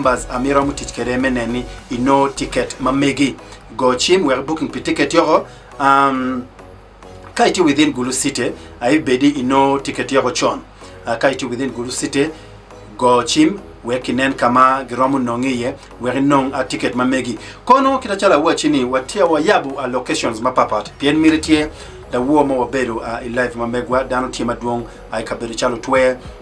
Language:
Acoli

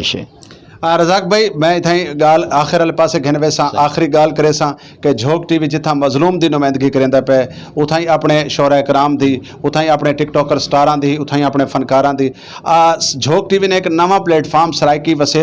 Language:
Saraiki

